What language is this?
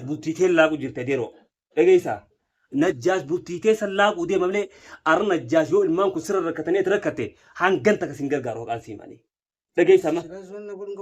Oromo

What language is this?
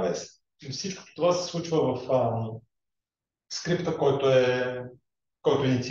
Bulgarian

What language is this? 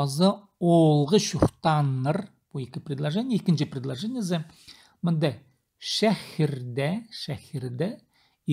Khakas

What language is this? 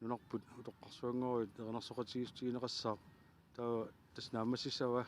Kalaallisut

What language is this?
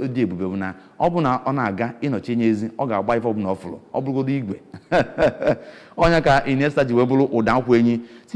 Igbo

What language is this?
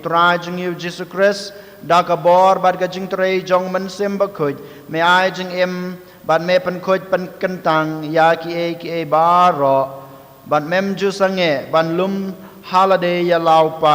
Khasi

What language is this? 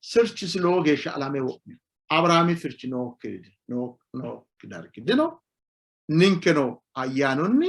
Sidamo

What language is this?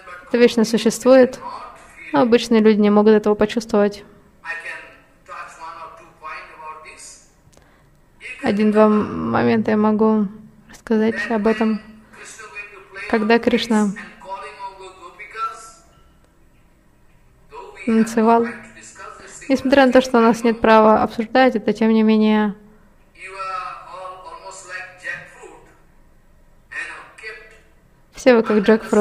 Russian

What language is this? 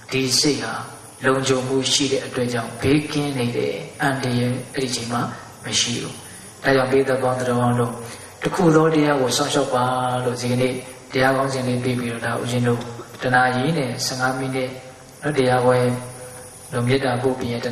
Burmese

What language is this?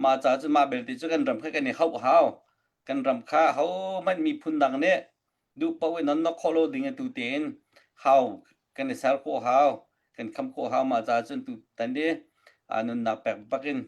Hakha Chin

